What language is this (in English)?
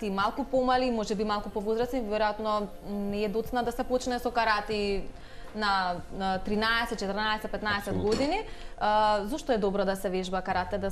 Macedonian